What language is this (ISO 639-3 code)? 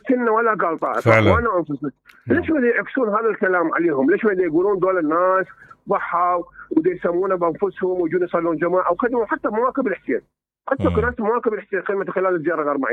acm